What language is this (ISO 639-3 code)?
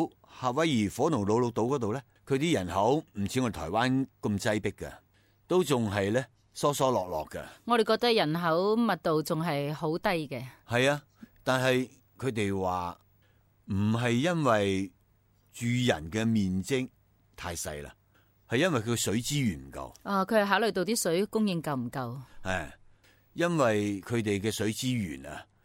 yue